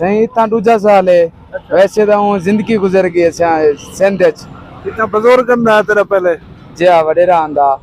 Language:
Saraiki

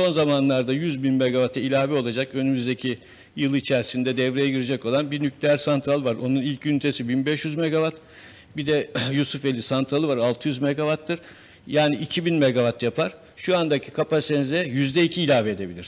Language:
Turkish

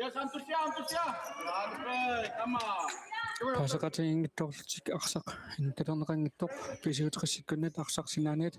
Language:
Kalaallisut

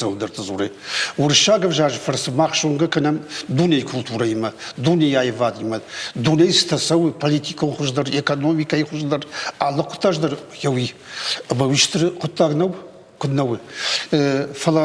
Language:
Ossetic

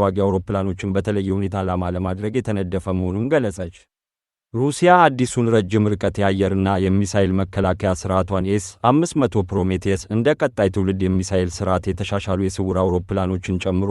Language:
Amharic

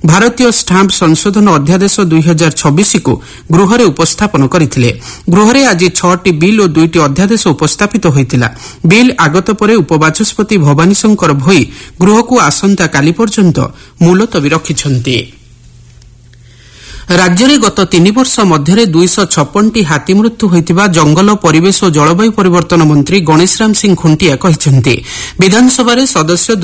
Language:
Odia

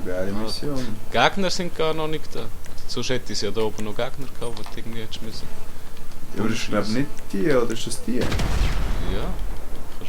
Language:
Swiss German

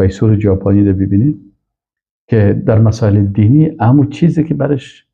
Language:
Persian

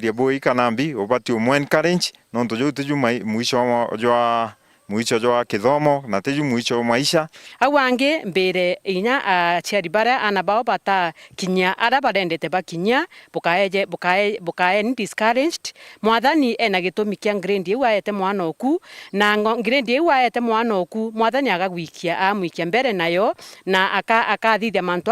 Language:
Meru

